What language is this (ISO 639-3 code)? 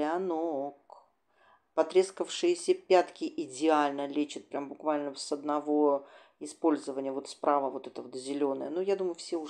rus